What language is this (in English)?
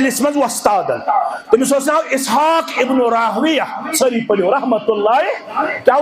Kashmiri